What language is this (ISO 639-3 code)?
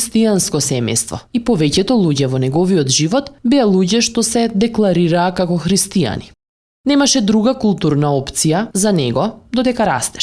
mkd